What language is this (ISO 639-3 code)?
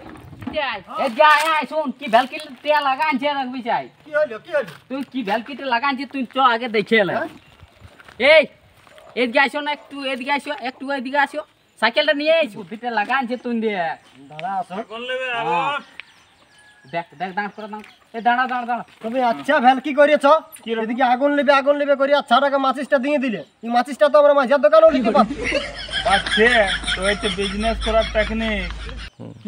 ben